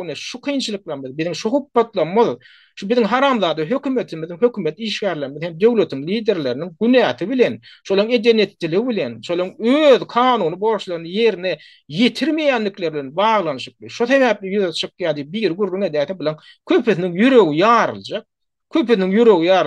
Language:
Turkmen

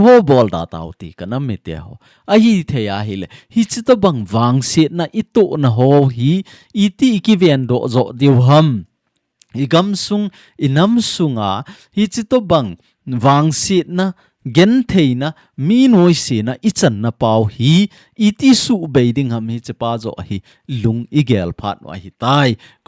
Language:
Thado Chin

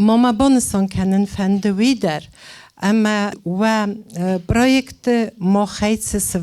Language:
Ossetic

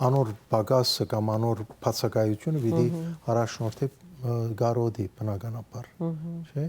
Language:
Western Armenian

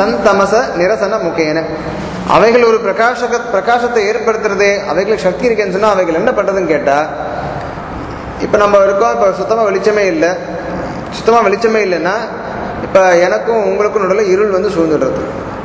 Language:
Tamil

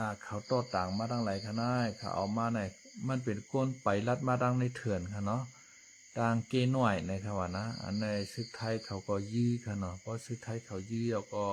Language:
Shan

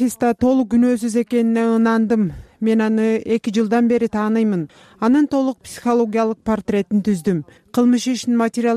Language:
Kyrgyz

